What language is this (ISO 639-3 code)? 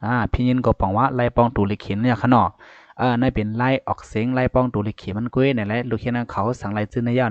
shn